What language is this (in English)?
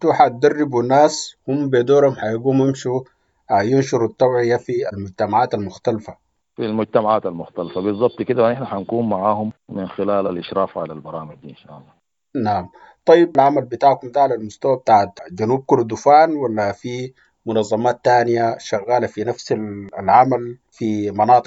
Sudanese Arabic